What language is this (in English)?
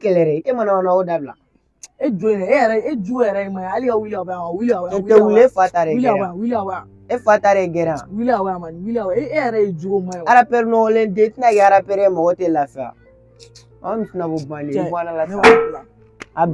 Bambara